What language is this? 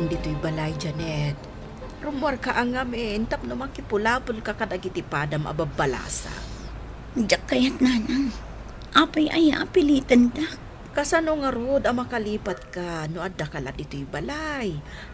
Iloko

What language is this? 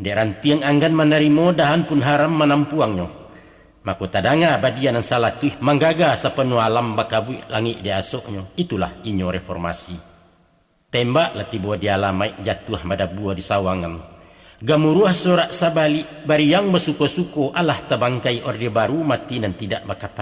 Minangkabau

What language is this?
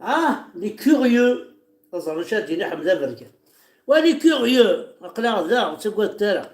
Kabyle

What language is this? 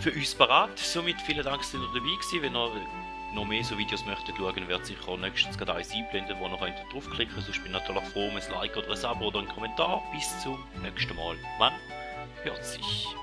Swiss German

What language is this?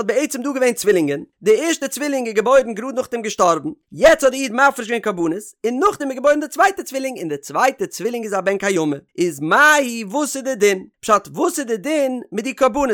Yiddish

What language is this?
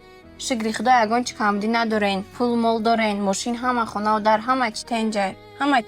Tajik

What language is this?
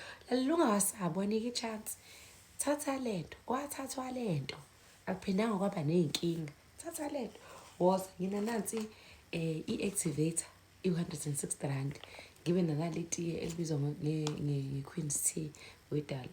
Zulu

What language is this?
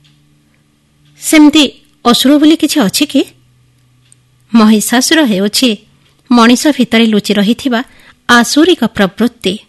Odia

